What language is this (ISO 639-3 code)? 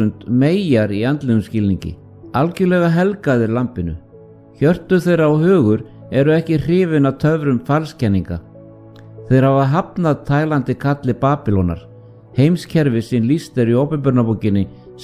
isl